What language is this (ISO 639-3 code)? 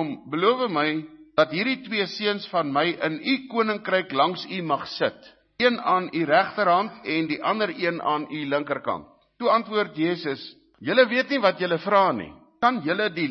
afr